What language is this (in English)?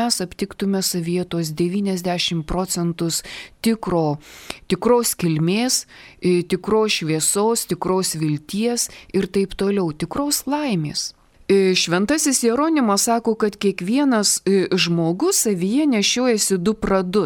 Lithuanian